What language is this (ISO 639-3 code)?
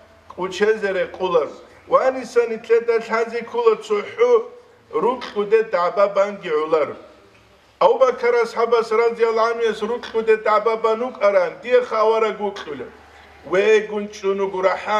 ava